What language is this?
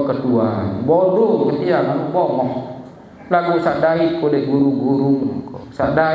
Sasak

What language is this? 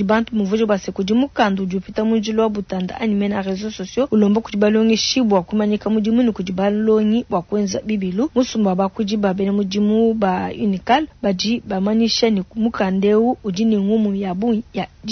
Luba-Lulua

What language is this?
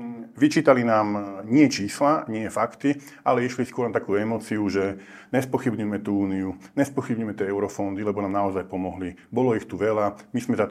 Slovak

